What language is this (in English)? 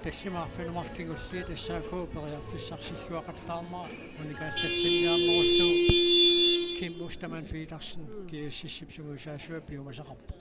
Kalaallisut